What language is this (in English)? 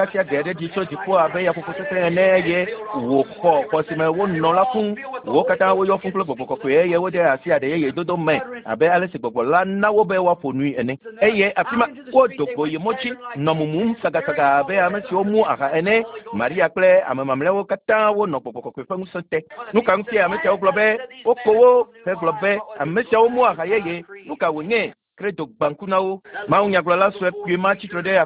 Ewe